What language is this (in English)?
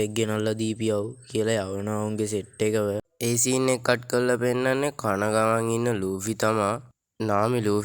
Sinhala